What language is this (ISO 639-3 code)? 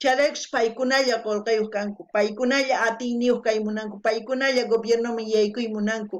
quh